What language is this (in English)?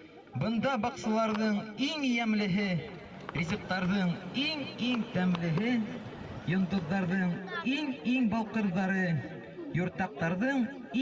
Bashkir